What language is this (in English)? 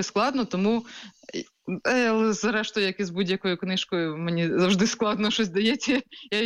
Ukrainian